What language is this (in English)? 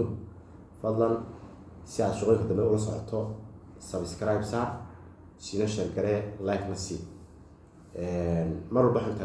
Somali